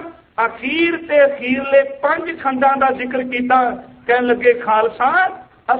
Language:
Punjabi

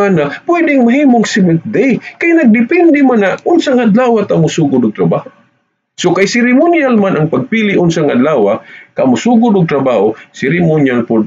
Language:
Cebuano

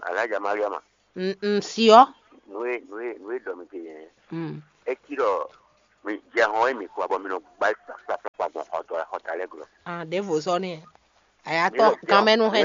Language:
Fon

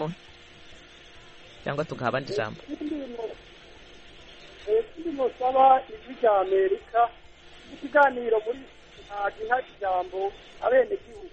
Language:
Kinyarwanda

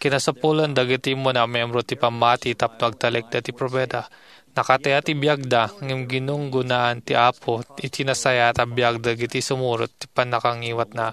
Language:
Iloko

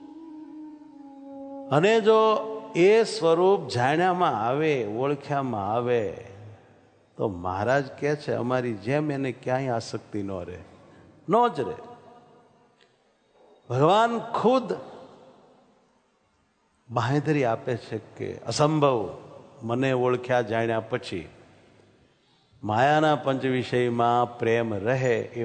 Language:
Gujarati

